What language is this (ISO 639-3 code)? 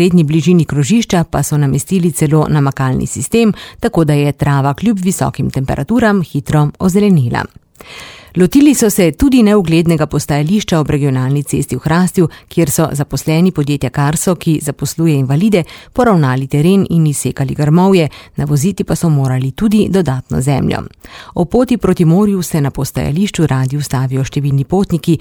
slv